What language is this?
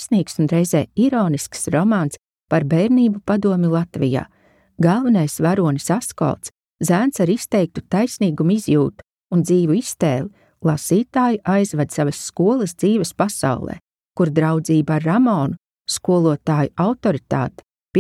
Latvian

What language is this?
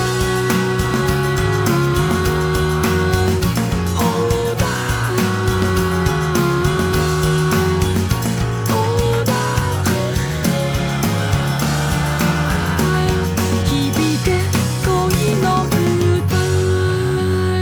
Japanese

